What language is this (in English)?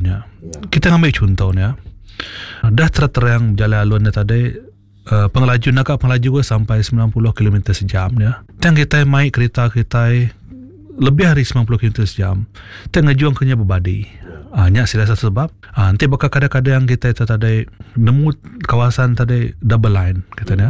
Iban